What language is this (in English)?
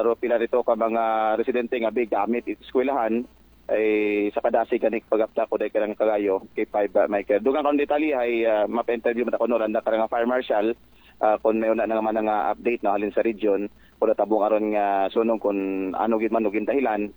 Aklanon